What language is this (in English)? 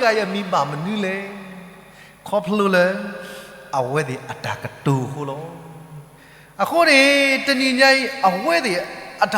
S'gaw Karen